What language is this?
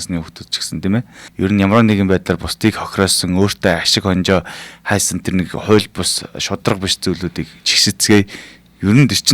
Mongolian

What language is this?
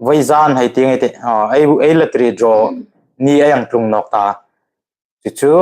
Hmar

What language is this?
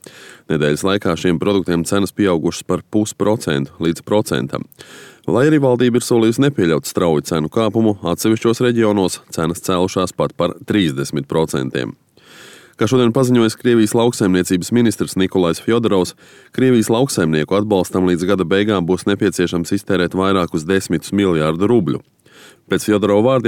Latvian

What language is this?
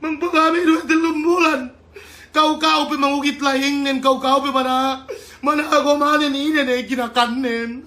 Yakan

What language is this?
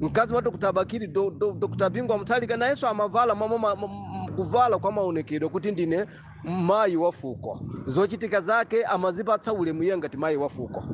Nyanja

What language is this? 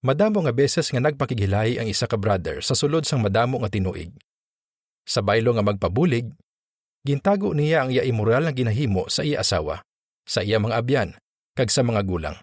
Hiligaynon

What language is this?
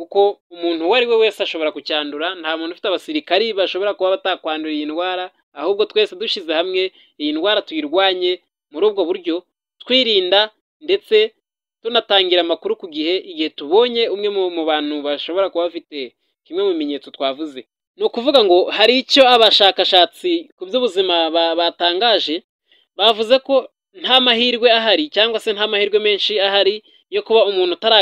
Kinyarwanda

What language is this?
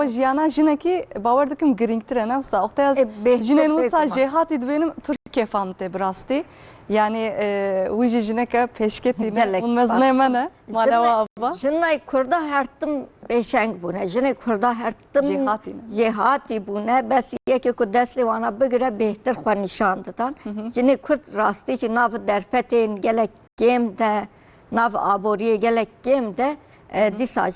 Kurdish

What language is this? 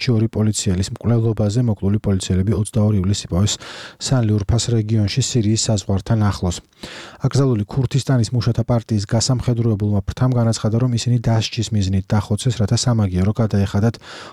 Georgian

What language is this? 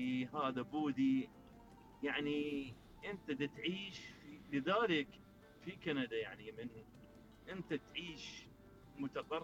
Mesopotamian Arabic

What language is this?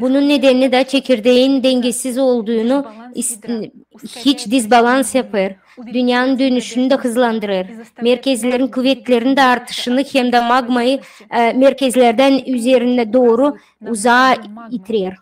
Gagauz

